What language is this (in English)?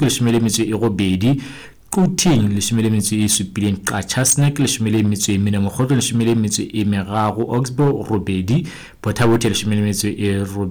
Southern Sotho